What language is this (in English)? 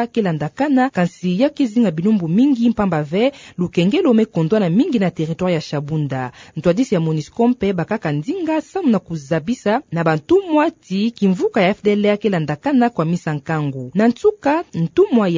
Kituba (Democratic Republic of Congo)